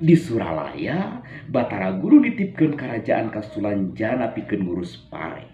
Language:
Sundanese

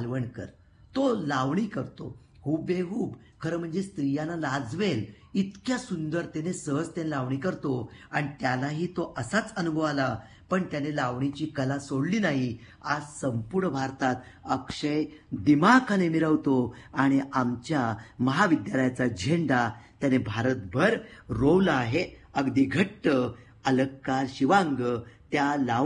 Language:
Marathi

